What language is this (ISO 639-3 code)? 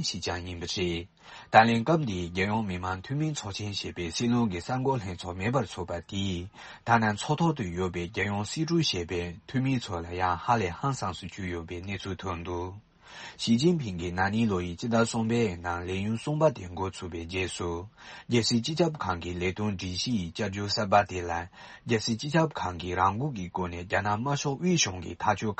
bod